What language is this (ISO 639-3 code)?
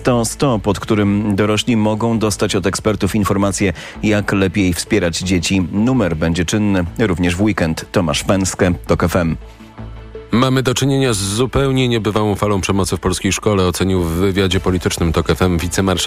pol